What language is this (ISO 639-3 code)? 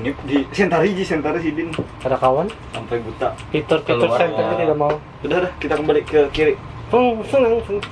bjn